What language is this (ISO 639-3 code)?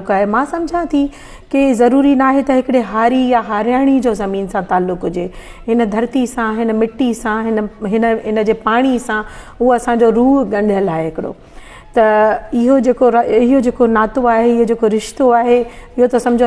snd